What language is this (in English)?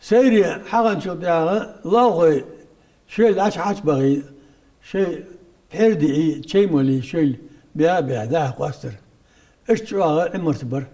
Ingush